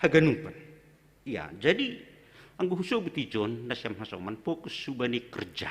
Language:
Batak Simalungun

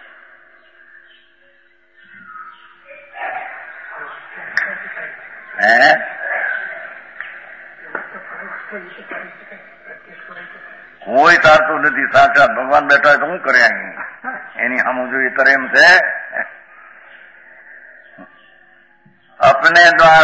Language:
Gujarati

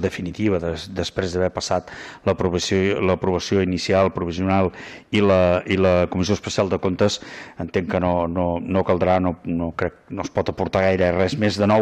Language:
Catalan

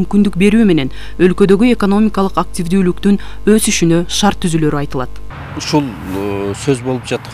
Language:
Kyrgyz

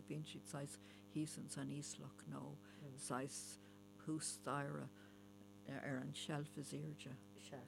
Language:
Irish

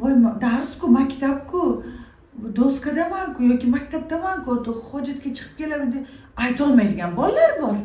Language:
Uzbek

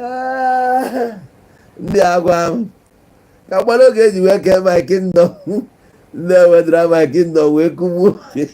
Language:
Igbo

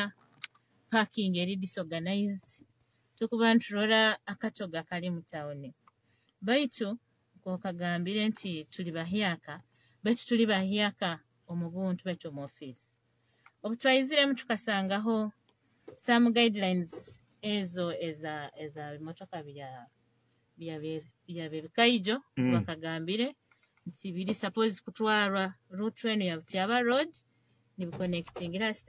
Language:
Nyoro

